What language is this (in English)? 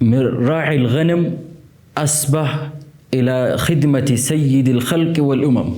Oromo